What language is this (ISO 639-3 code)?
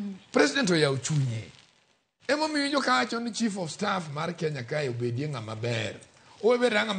luo